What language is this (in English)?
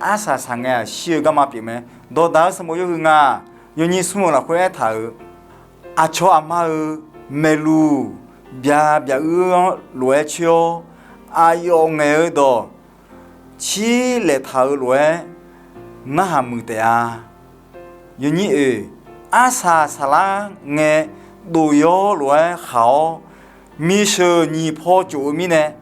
Akha